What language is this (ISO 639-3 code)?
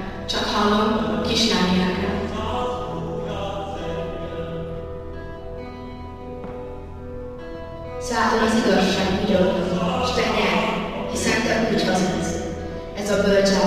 hun